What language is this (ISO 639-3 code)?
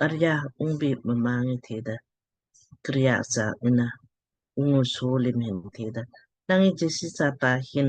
lmk